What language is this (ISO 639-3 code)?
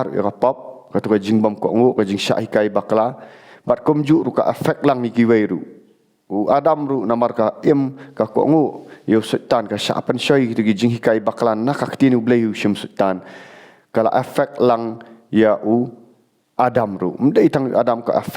kha